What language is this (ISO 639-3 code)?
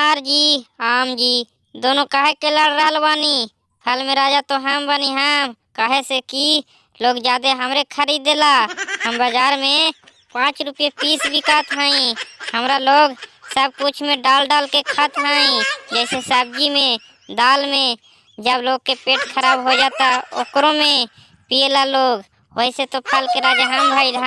bho